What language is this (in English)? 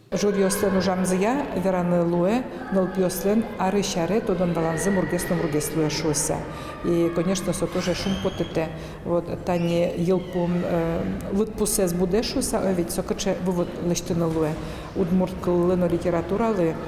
Udmurt